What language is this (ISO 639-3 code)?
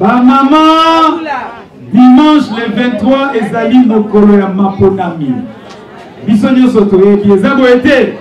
lin